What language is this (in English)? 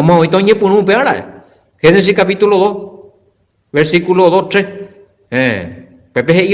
Guarani